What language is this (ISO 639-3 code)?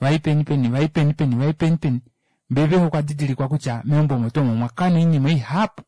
kua